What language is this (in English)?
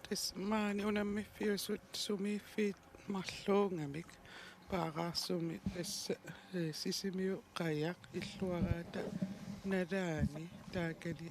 Kalaallisut